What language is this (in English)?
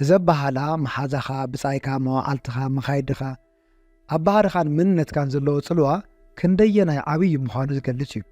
Tigrinya